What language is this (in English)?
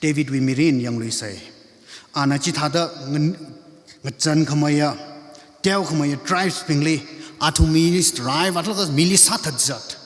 Tangkhul Naga (India)